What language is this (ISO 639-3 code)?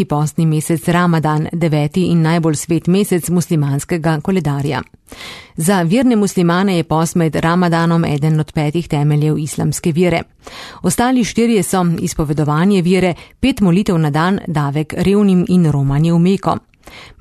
slv